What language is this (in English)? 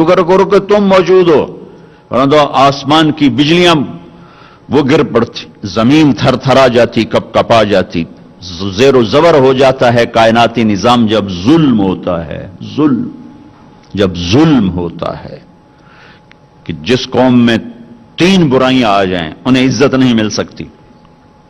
Urdu